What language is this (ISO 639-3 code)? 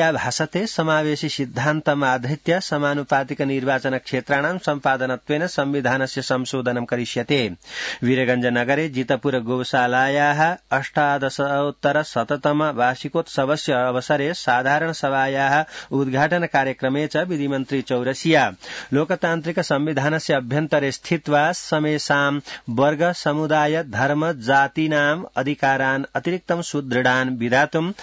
san